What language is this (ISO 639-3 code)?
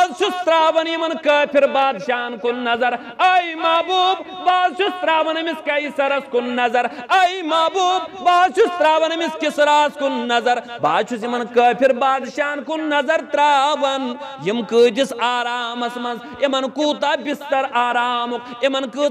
kas